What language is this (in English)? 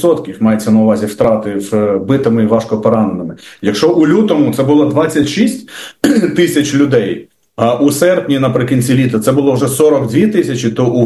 Ukrainian